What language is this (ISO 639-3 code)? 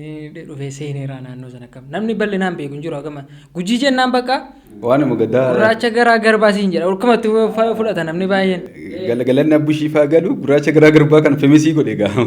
orm